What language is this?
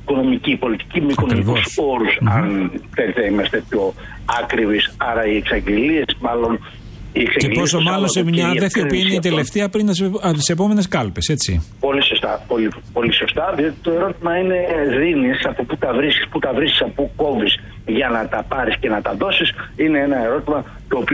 Greek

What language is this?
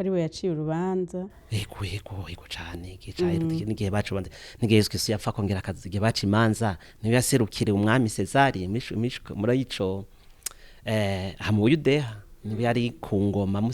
Rundi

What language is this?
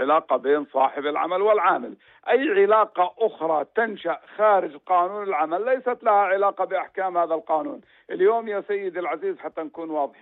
North Levantine Arabic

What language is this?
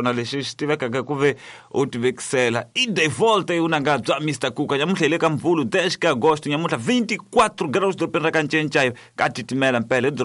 Tsonga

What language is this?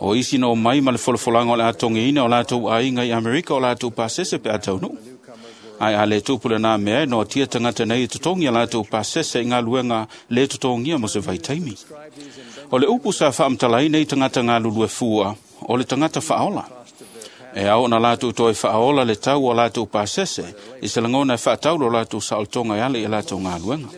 Samoan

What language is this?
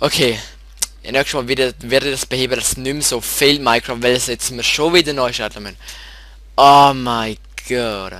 Swiss German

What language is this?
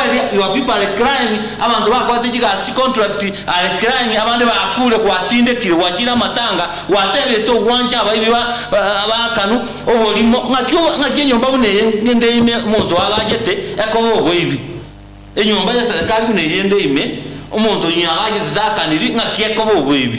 Gusii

